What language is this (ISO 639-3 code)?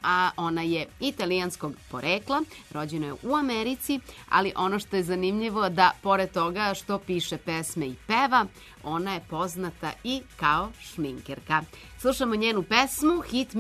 srp